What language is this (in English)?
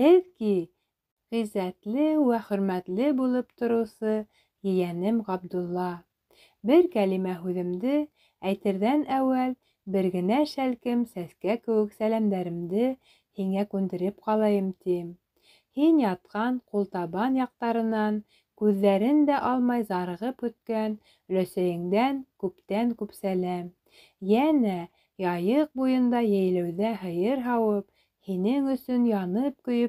Bashkir